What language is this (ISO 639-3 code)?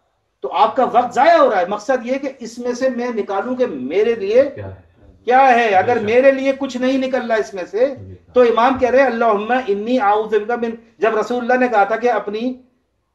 urd